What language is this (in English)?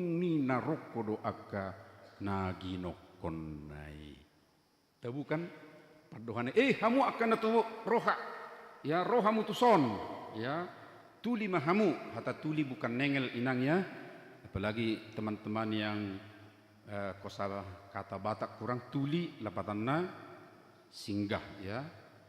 Batak Toba